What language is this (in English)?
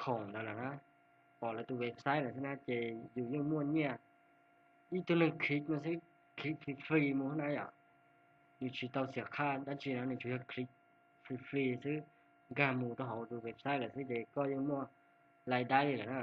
Hmong